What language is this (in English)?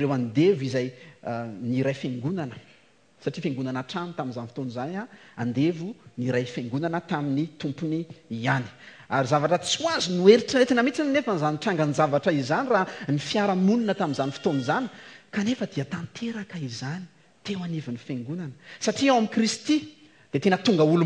Malagasy